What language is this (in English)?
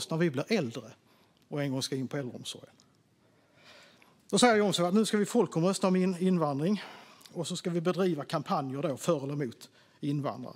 Swedish